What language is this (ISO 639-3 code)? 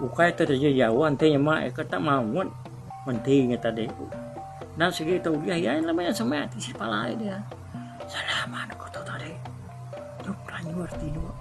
iba